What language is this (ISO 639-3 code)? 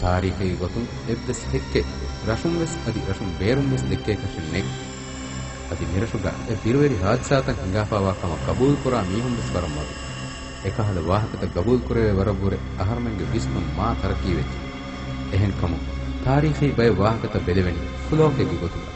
div